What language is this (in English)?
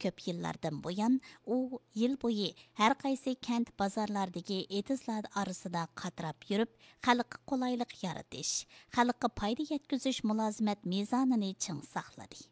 Uyghur